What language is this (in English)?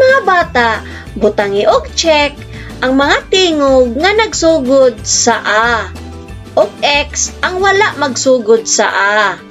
Cebuano